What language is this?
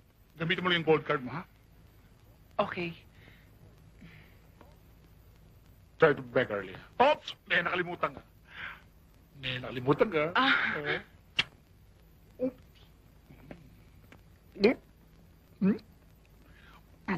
Filipino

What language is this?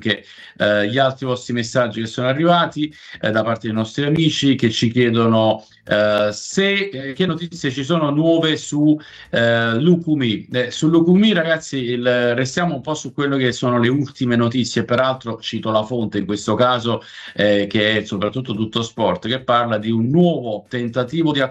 Italian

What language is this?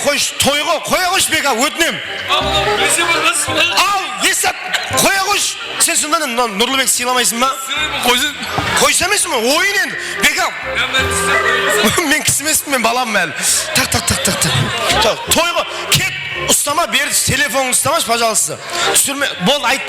Kara-Kalpak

